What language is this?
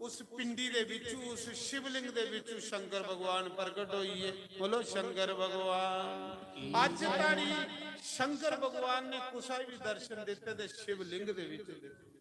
Dogri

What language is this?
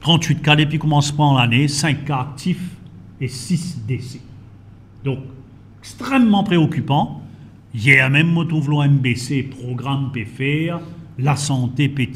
Morisyen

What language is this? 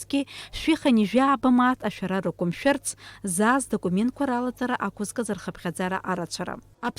Abkhazian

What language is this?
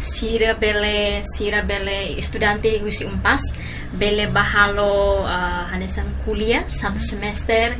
Tetum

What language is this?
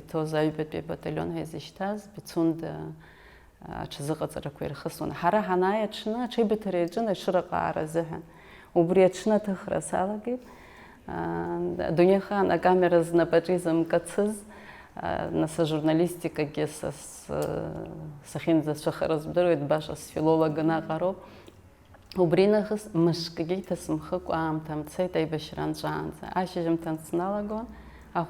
Abkhazian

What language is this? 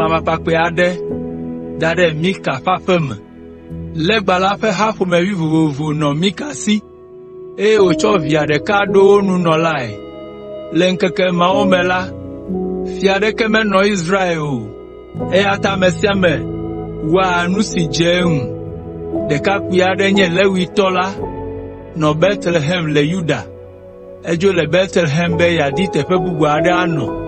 Ewe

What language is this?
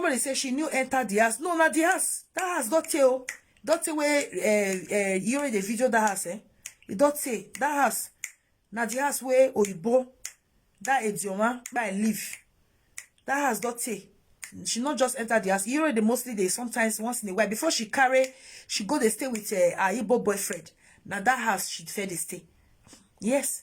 Nigerian Pidgin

